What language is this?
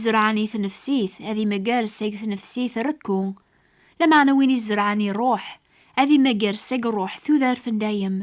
Kabyle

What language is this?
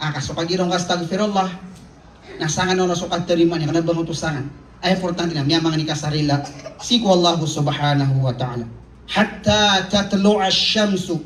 Maranao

